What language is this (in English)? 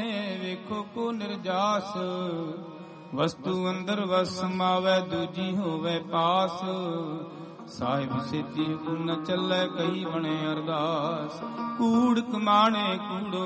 Punjabi